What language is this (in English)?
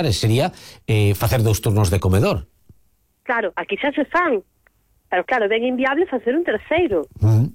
Galician